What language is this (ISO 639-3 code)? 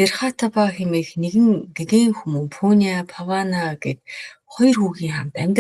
mon